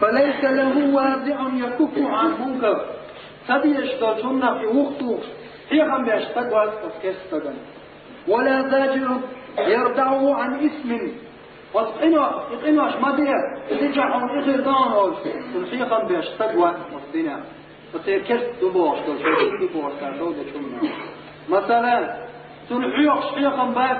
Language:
Chechen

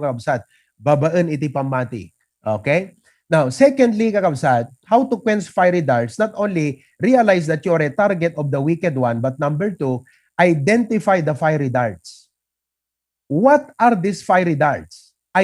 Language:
Iloko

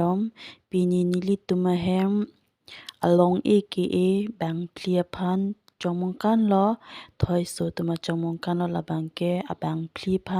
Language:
Karbi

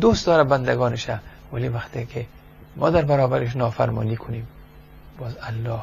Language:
Persian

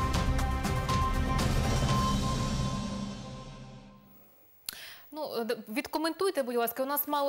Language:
Ukrainian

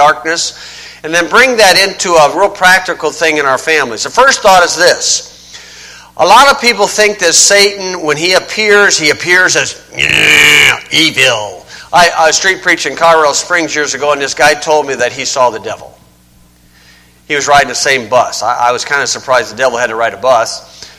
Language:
English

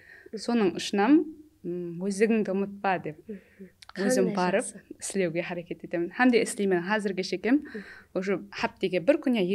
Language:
Kara-Kalpak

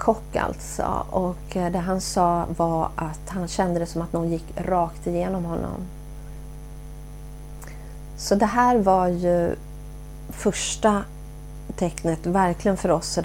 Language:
Swedish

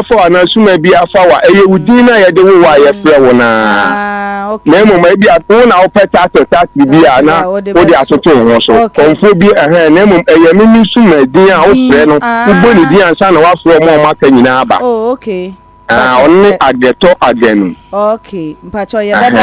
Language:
Akan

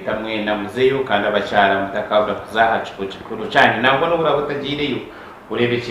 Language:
Nyankole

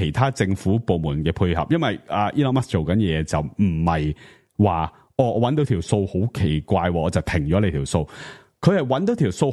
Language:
Cantonese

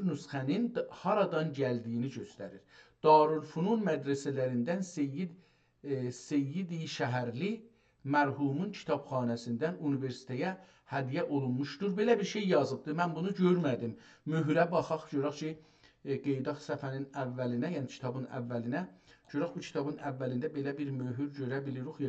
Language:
South Azerbaijani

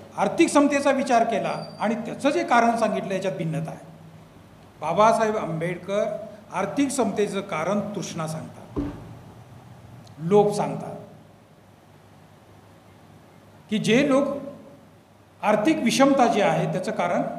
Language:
Marathi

